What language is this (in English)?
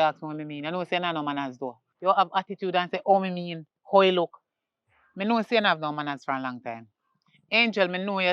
Jamaican Creole English